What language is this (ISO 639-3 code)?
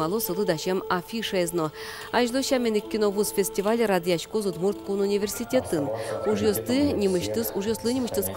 udm